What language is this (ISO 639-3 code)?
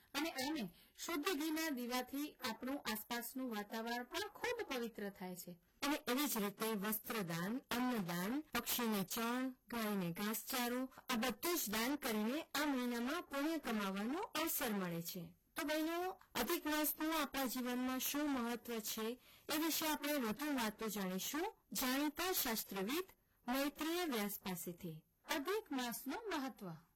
guj